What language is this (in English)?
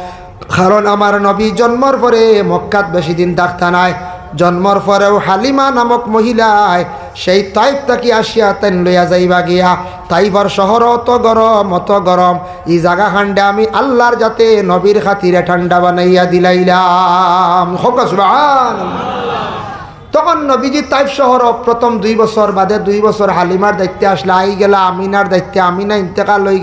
Sylheti